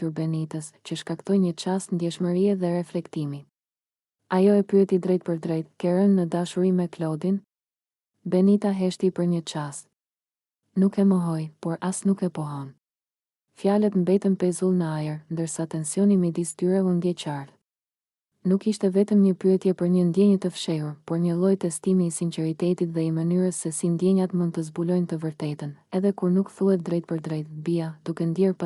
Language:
Albanian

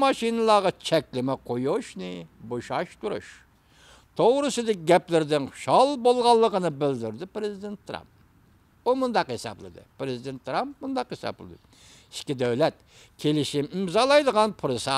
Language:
Uyghur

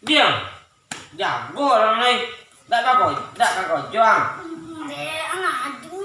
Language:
Minangkabau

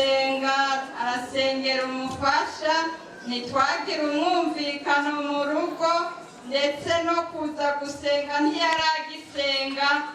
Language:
Rundi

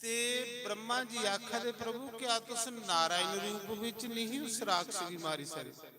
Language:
Dogri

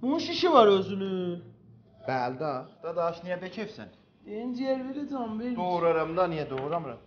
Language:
South Azerbaijani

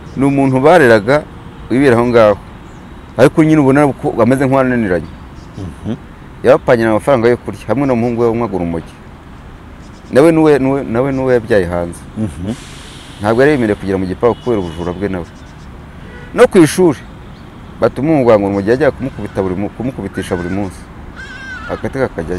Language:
Kinyarwanda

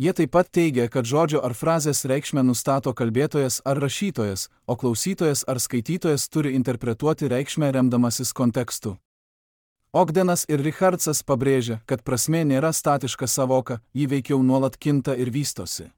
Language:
Lithuanian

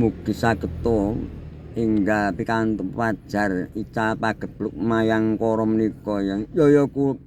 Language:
Javanese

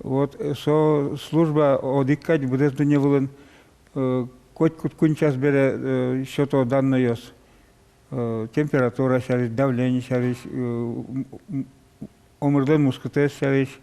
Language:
Udmurt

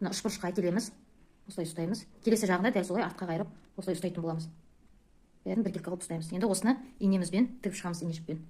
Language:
Kazakh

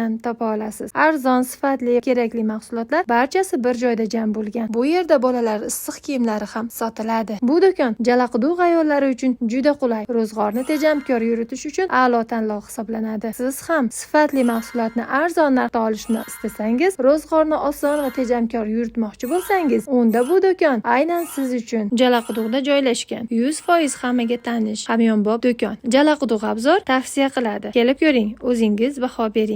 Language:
Uzbek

